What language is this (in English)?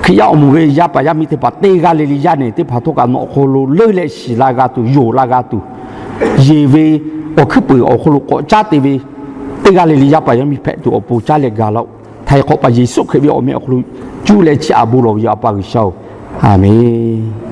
Lahu